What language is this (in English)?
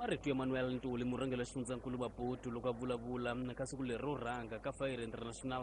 Tsonga